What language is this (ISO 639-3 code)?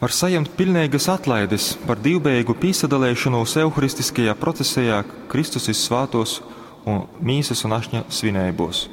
ltg